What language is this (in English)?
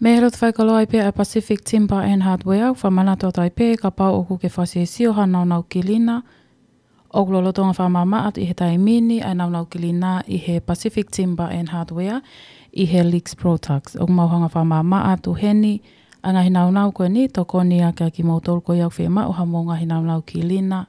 Tongan